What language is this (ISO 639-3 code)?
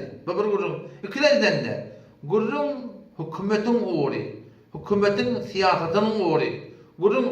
tuk